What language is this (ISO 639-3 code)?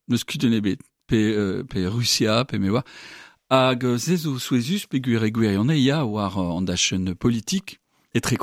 bre